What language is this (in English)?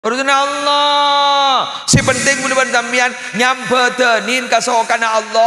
Madurese